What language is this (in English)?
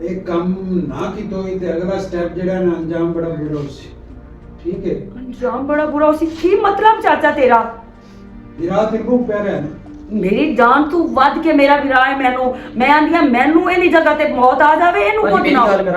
Western Panjabi